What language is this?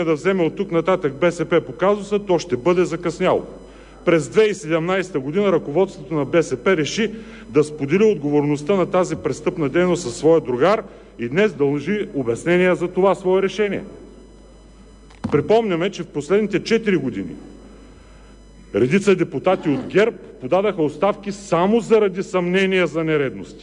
Bulgarian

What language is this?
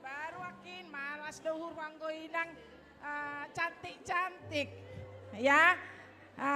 Batak Simalungun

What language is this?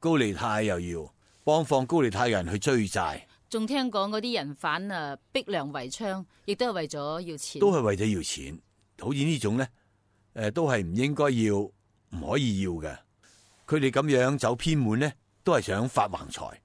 Cantonese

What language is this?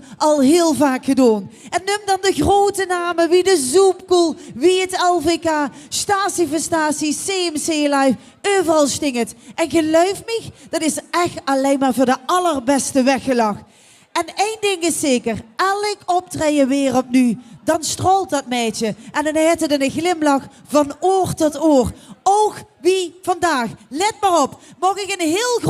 Limburgish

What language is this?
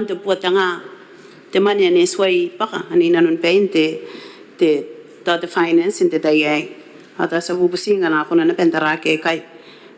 Gilbertese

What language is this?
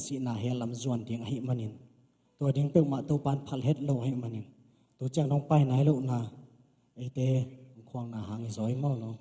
Tedim Chin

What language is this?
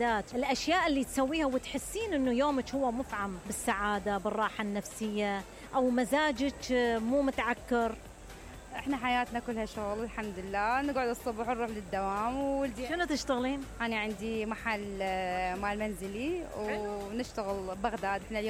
Mesopotamian Arabic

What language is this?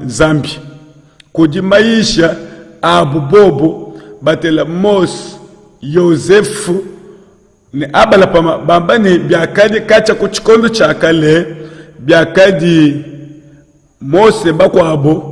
Luba-Lulua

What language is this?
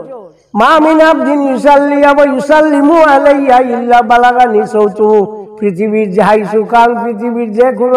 Sylheti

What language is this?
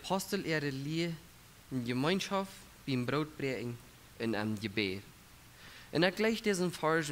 Plautdietsch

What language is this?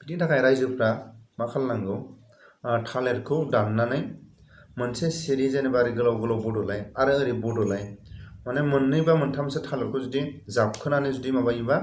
Bodo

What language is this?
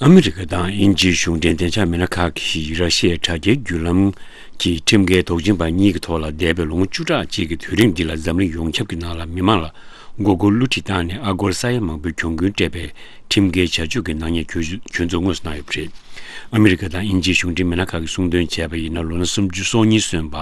Tibetan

